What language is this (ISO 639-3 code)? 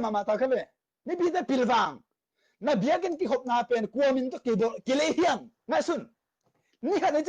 ctd